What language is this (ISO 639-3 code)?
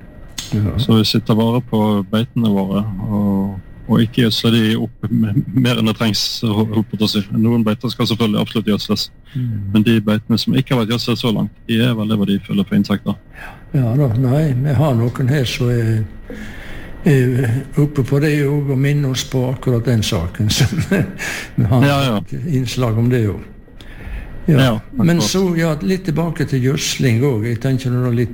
nor